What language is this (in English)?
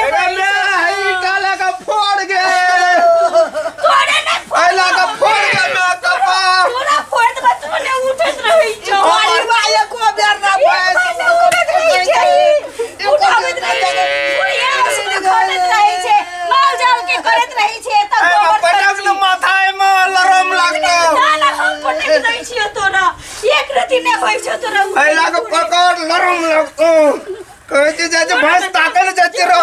Maithili